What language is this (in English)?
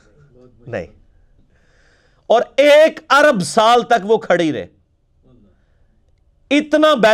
Urdu